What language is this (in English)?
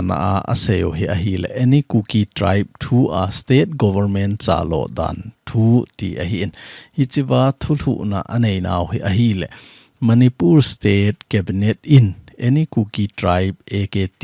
Thado Chin